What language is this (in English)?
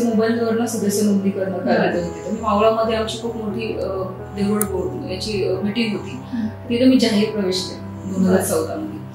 Marathi